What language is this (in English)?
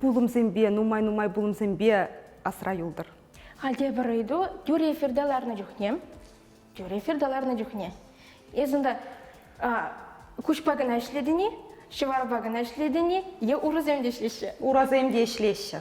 Chuvash